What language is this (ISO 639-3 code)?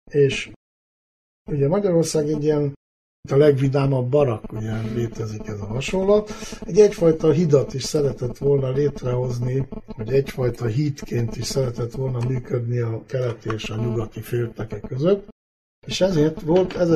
hun